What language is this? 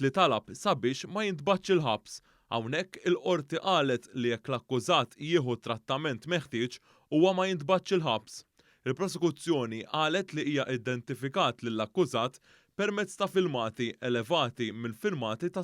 Maltese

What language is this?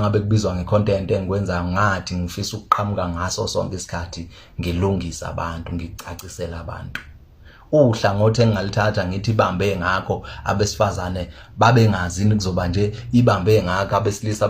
Zulu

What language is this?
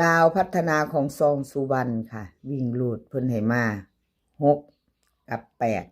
Northeastern Thai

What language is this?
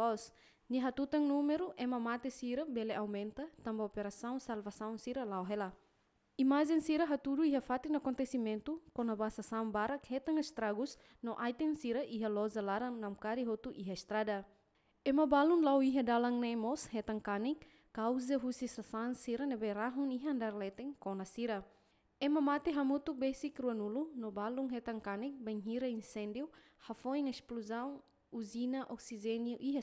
Tetum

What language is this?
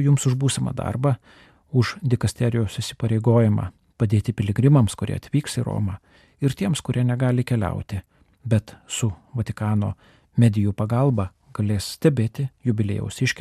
Lithuanian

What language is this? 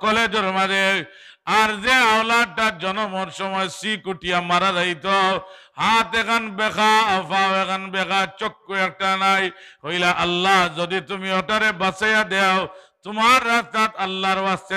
Sylheti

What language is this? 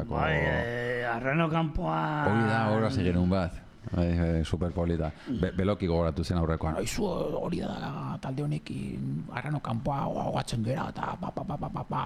Basque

